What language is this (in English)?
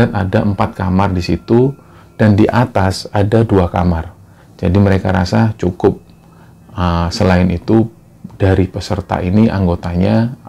Indonesian